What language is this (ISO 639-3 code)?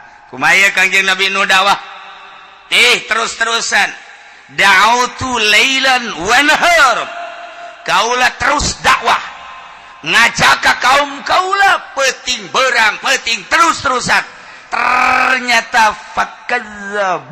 sun